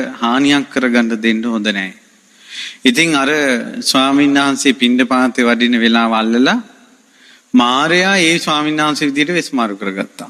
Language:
Sinhala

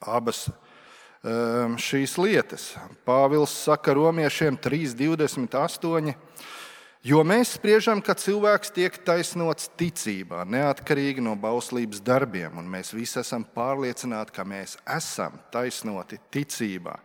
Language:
Latvian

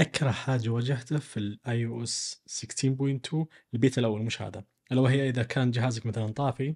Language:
Najdi Arabic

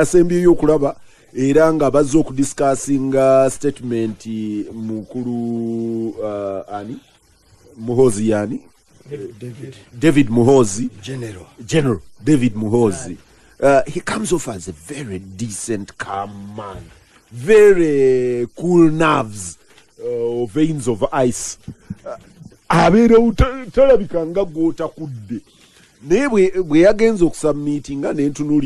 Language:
Ganda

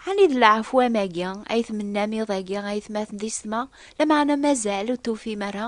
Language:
Kabyle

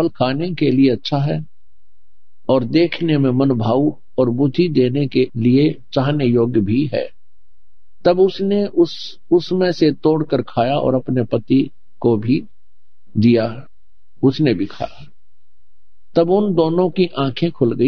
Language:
Hindi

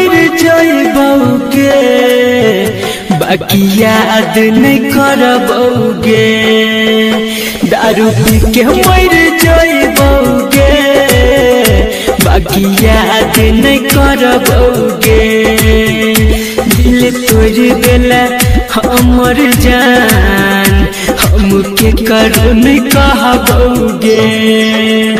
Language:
Bhojpuri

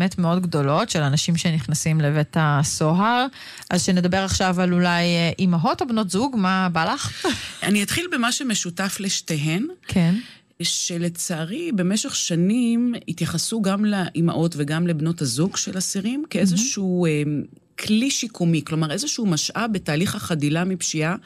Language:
Hebrew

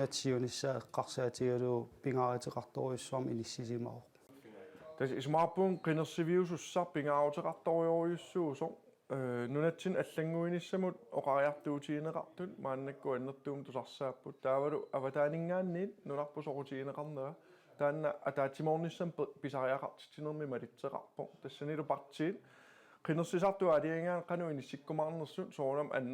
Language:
Kalaallisut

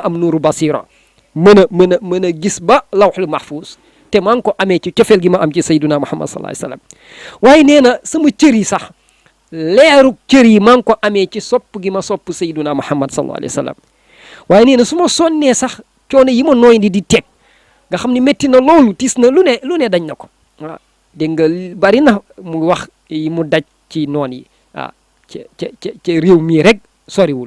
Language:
Wolof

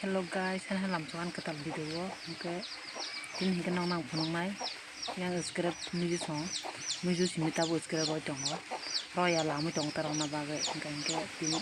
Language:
Kok Borok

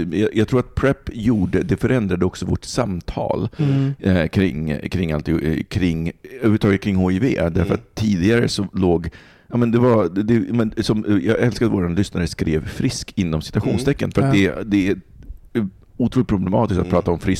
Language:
Swedish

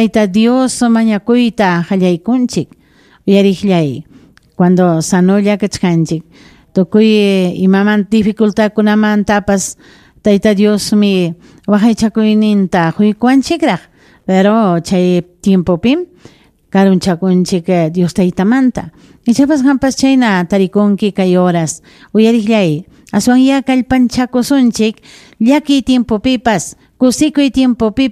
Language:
Ayacucho Quechua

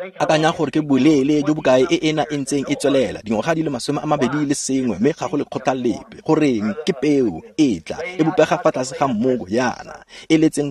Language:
Tswana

